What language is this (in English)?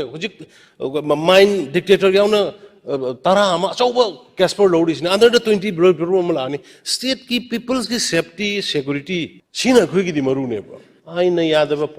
Manipuri